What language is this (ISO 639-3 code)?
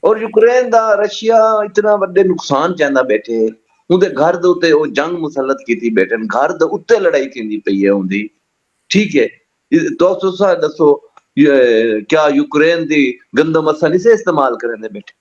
skr